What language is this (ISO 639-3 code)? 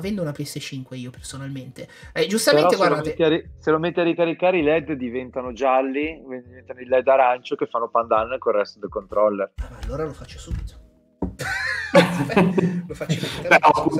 ita